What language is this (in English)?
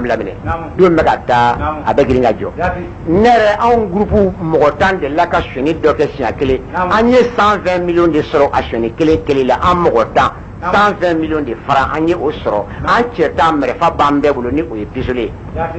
Bambara